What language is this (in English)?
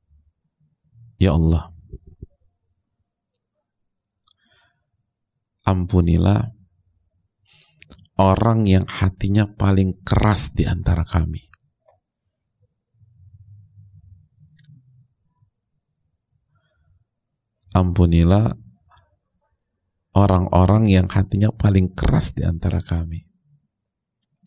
Indonesian